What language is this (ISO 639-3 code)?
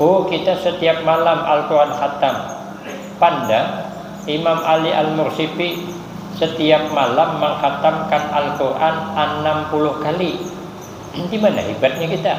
bjn